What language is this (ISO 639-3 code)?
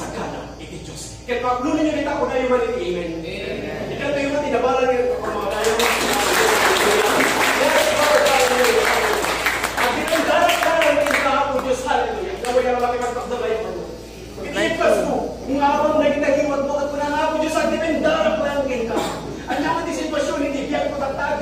ilo